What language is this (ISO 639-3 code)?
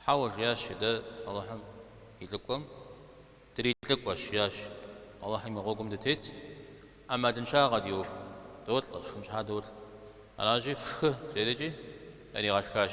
kbd